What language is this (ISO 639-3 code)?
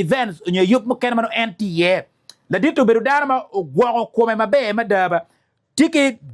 ach